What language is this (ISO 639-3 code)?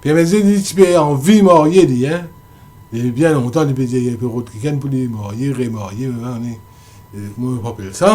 mfe